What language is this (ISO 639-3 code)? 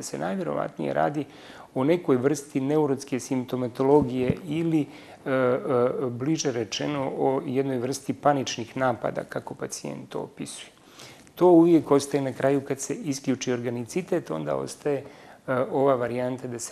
srp